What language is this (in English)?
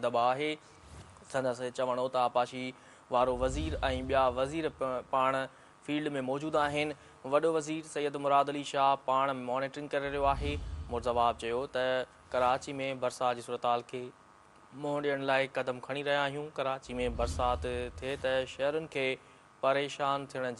Sindhi